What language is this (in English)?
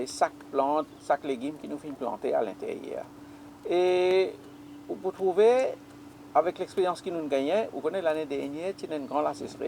Morisyen